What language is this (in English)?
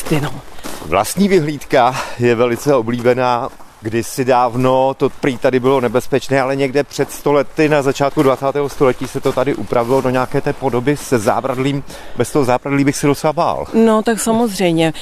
Czech